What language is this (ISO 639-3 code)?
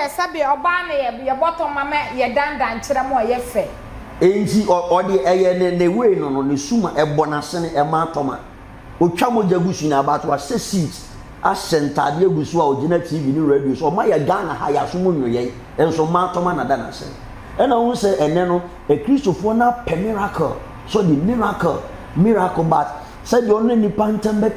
aka